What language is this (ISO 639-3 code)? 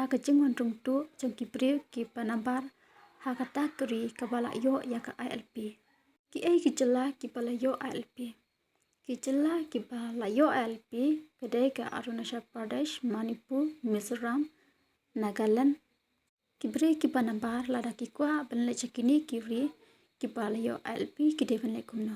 kha